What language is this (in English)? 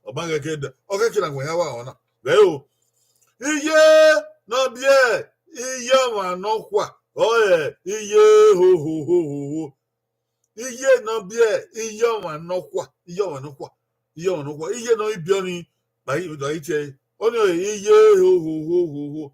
Bini